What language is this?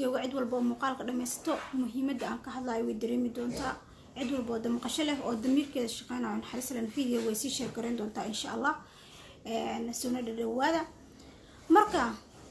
Somali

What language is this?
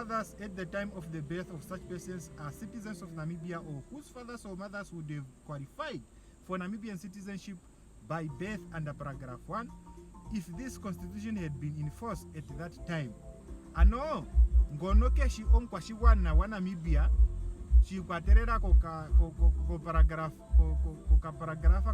Ndonga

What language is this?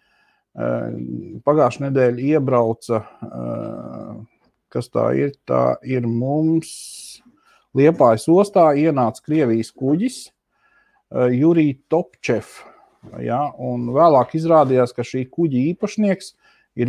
Latvian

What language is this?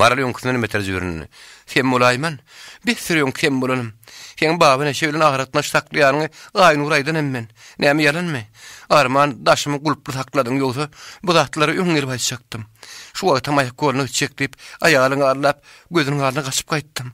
Turkmen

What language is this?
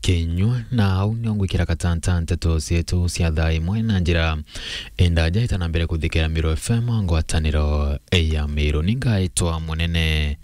Meru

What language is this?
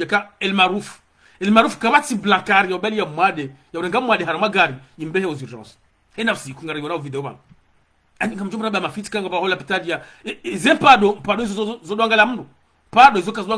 Ngazidja Comorian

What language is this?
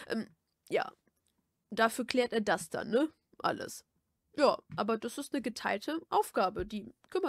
German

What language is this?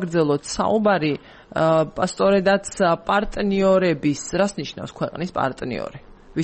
Georgian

